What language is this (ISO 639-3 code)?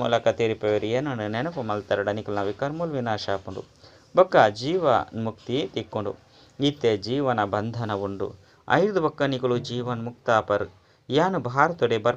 tcy